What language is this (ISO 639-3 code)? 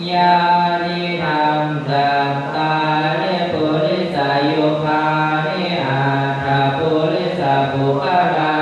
pli